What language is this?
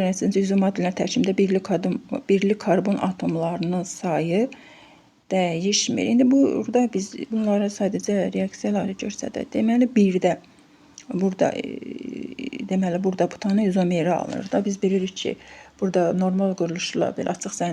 Azerbaijani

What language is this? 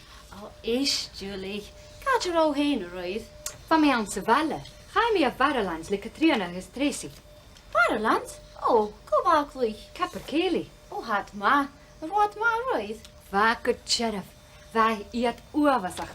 Scottish Gaelic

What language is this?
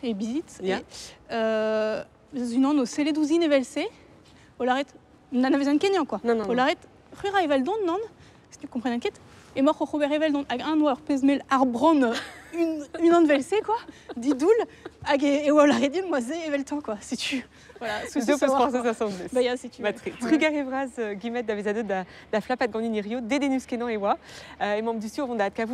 Breton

